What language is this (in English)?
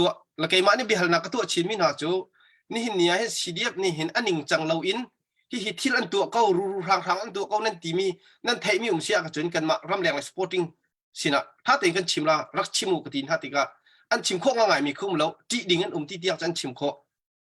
Hakha Chin